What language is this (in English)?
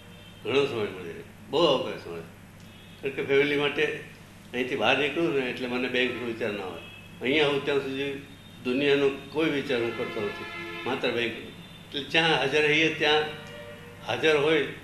Gujarati